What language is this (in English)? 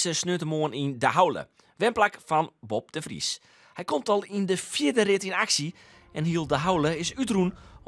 Western Frisian